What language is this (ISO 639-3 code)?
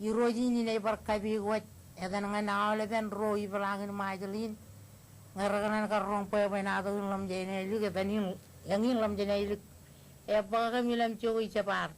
mah